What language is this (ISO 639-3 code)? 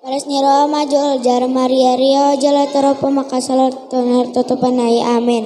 bbc